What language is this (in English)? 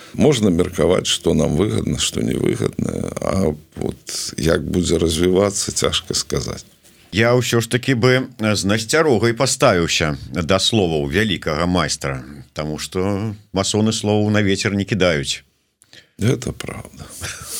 Belarusian